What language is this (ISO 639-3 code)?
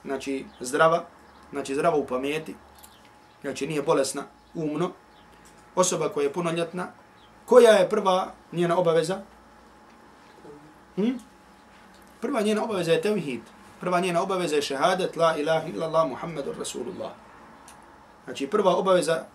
bos